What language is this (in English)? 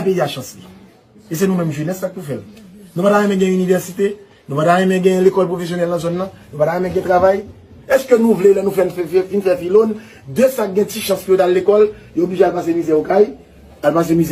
Haitian Creole